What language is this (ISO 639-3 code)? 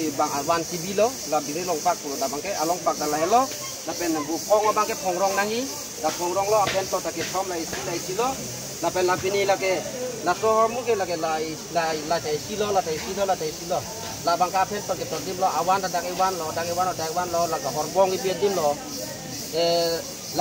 mjw